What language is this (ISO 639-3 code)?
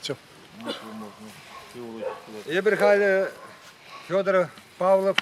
chv